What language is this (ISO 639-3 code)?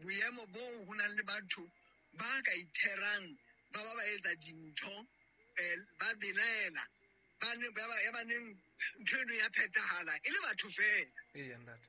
sot